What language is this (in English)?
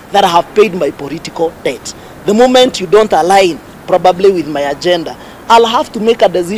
Gusii